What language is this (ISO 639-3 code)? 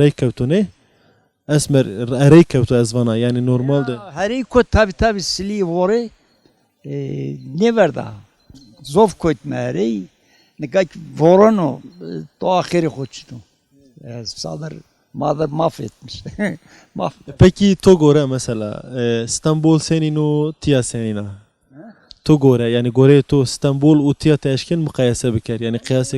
zza